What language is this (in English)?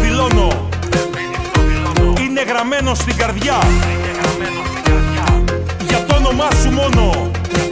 Greek